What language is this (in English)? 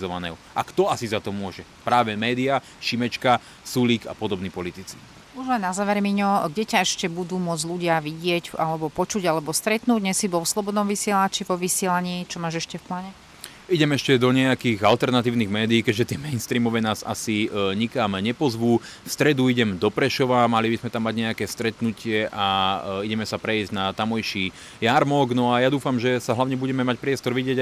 Slovak